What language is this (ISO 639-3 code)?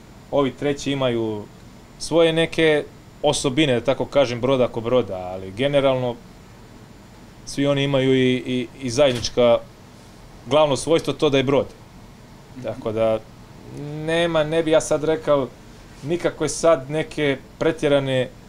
hrv